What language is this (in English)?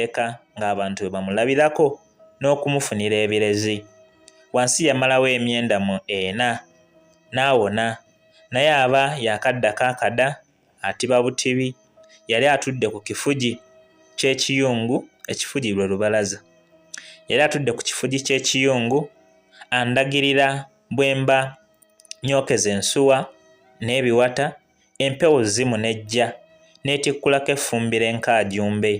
Ganda